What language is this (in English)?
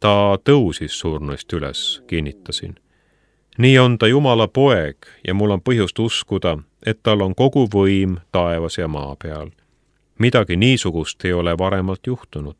Estonian